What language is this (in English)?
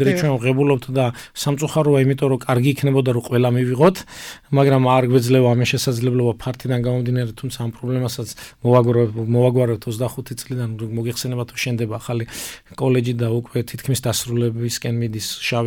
Georgian